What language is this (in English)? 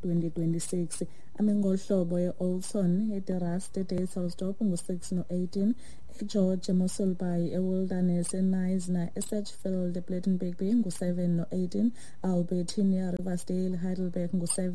Xhosa